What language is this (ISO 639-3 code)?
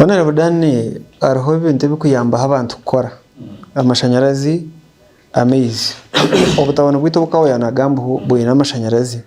nyn